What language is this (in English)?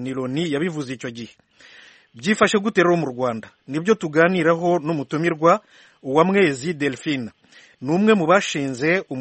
Kinyarwanda